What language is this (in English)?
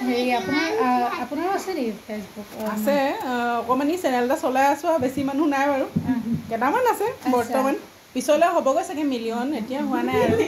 Assamese